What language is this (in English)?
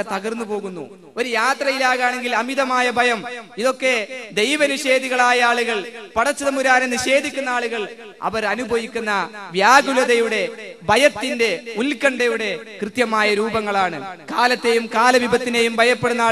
Malayalam